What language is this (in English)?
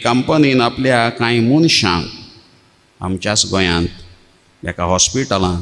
Konkani